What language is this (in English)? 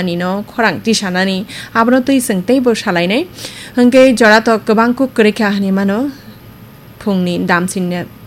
Kok Borok